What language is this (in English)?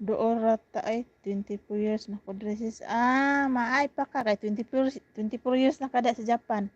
Cebuano